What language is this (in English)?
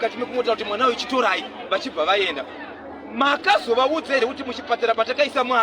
Shona